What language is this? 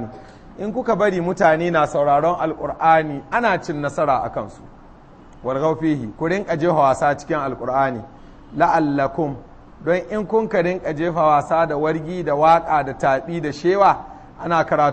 Hausa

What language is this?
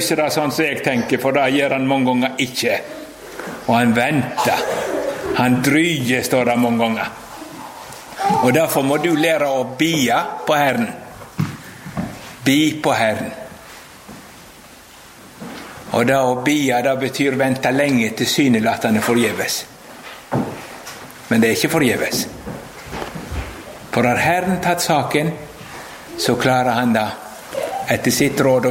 Norwegian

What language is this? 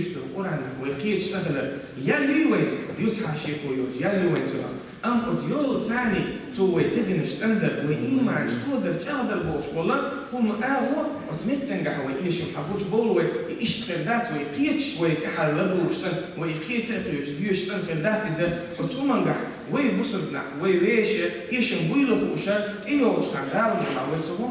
Chechen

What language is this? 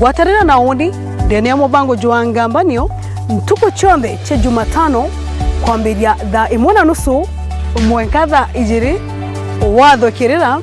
Meru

